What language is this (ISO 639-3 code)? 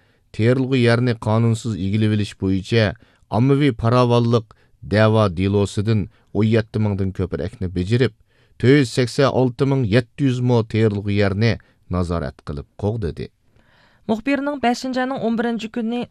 uig